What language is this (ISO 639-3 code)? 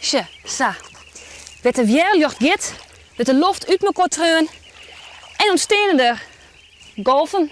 fry